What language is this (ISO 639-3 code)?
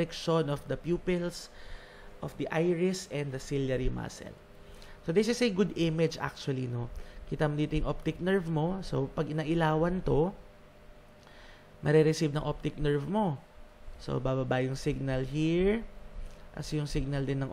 fil